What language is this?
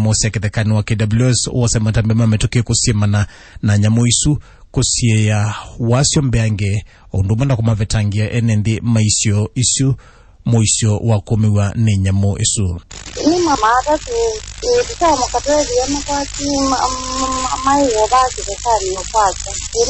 Kamba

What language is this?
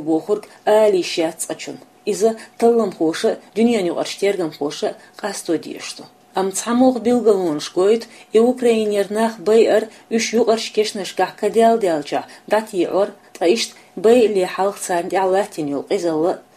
Chechen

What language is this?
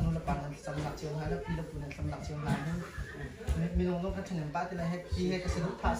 Hakha Chin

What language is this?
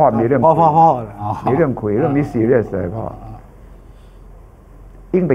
Thai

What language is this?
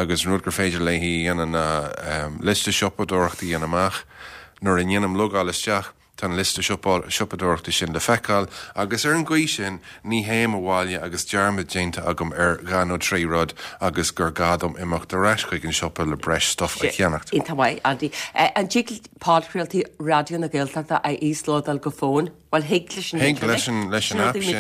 Irish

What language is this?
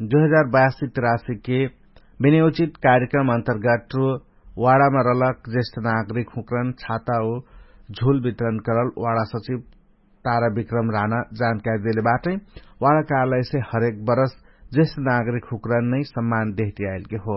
Dangaura Tharu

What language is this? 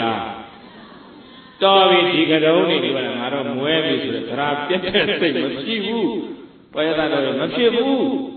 Burmese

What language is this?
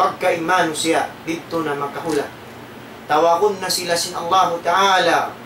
Tausug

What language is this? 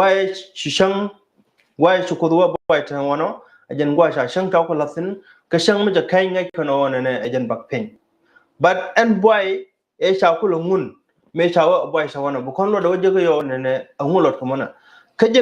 Nuer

